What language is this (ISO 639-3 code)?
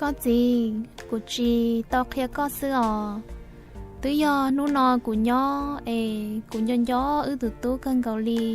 hmn